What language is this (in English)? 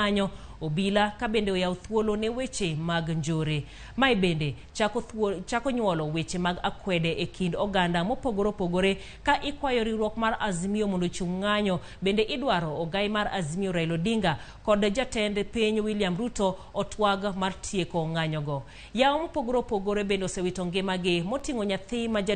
Luo (Kenya and Tanzania)